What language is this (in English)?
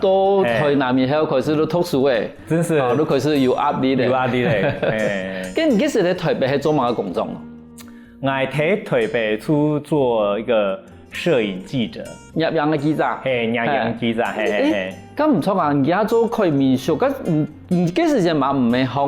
Hakka Chinese